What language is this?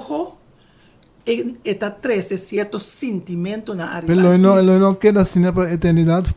Papiamento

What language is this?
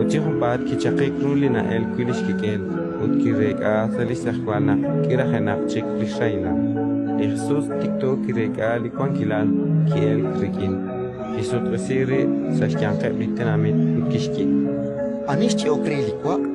Kekchí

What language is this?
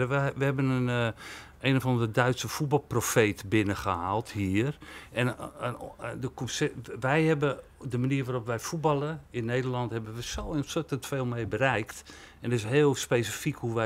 Dutch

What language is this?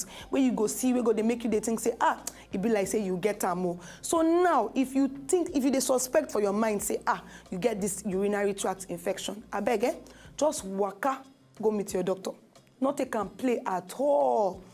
Nigerian Pidgin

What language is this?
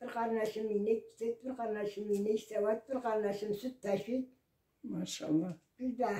Karachay-Balkar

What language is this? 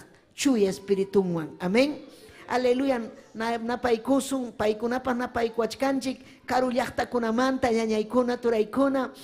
Ayacucho Quechua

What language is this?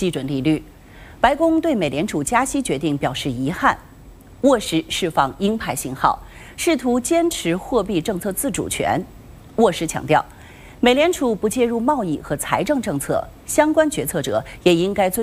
Chinese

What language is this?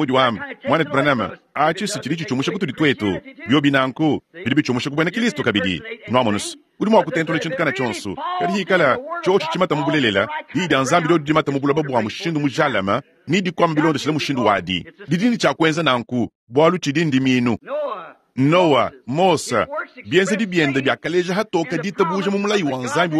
Luba-Lulua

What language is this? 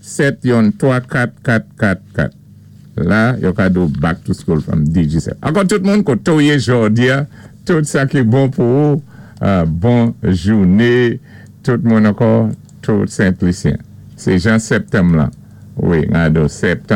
Saint Lucian Creole French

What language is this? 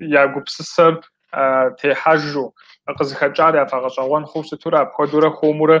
Kabardian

